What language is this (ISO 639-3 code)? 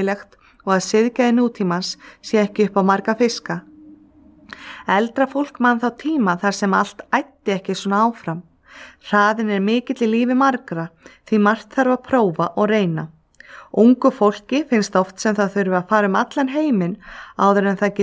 isl